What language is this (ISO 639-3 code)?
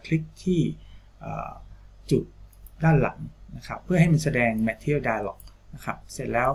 tha